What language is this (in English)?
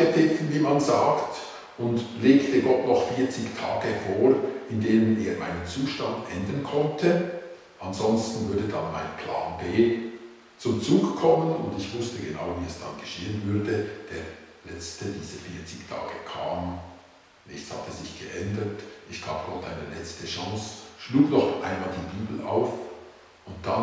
Swiss German